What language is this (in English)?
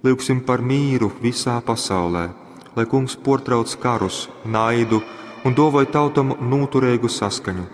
Latgalian